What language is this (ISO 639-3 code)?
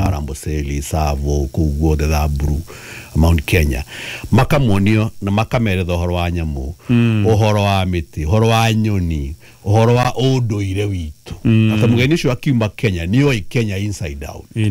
kik